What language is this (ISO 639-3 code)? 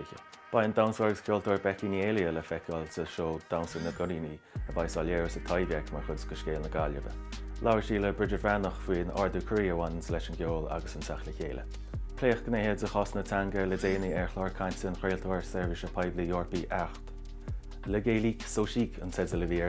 gle